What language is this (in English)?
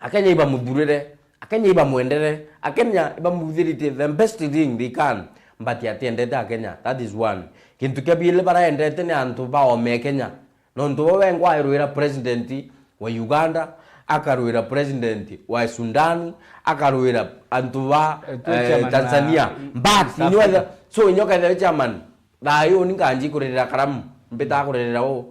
Meru